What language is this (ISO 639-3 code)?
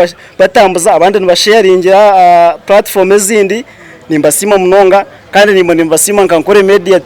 nyn